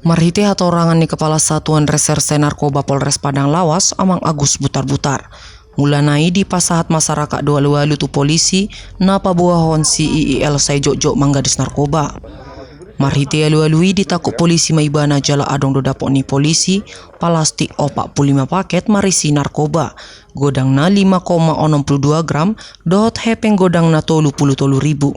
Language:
Batak Toba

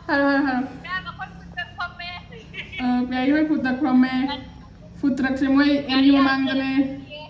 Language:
Manipuri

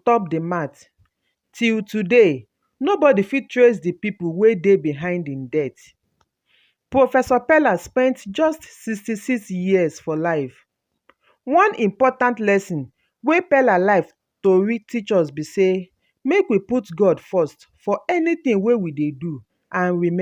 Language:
Nigerian Pidgin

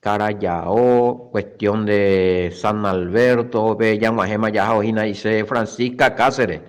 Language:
Guarani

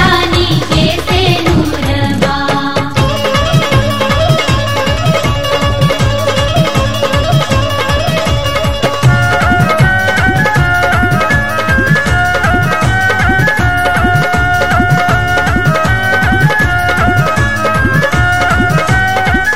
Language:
Bhojpuri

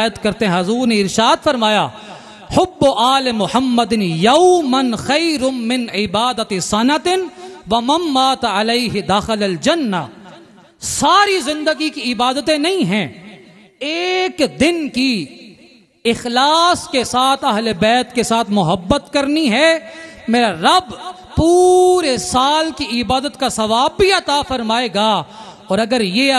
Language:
Urdu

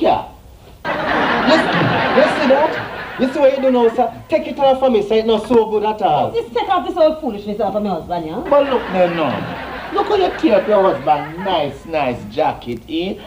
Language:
Jamaican Creole English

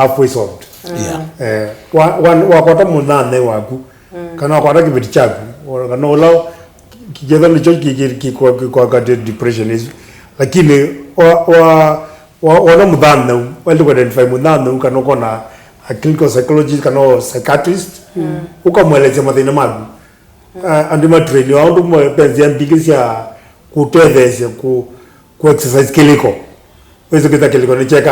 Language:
Kamba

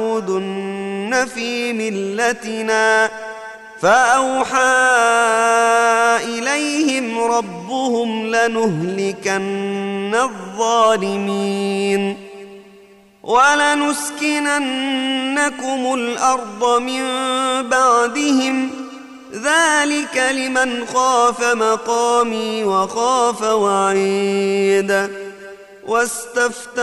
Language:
Arabic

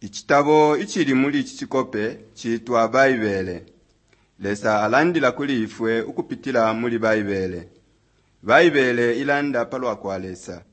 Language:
Bemba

